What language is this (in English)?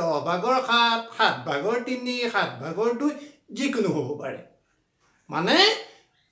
Assamese